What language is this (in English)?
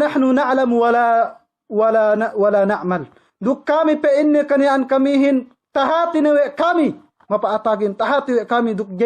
Yakan